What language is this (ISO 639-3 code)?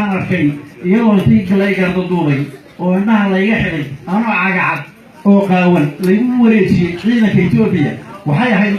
som